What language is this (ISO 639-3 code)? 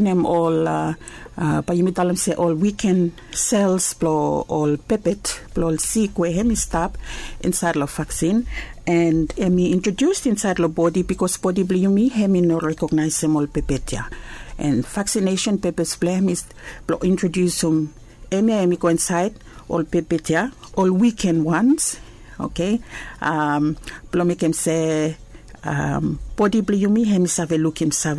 bis